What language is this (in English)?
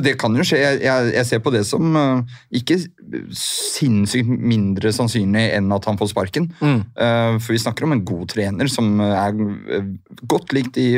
Norwegian